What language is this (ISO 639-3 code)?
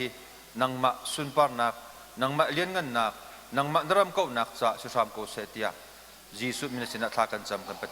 cnh